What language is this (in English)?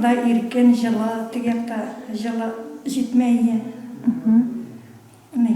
Tatar